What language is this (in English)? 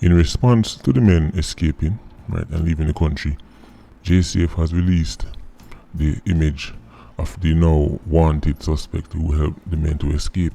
Jamaican Creole English